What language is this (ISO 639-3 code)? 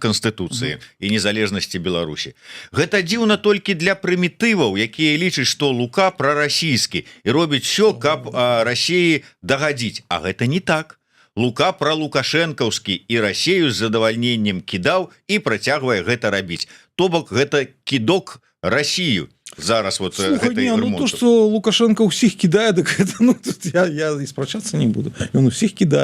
bel